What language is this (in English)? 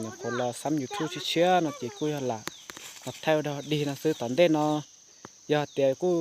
Hmong